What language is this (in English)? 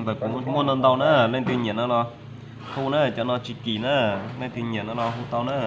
Hmong